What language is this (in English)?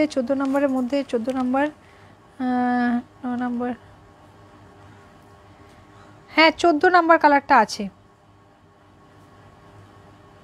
Bangla